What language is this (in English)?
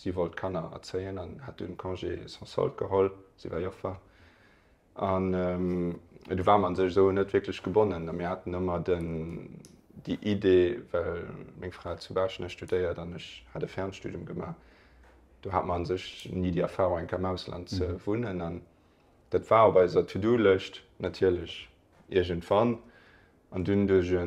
Luxembourgish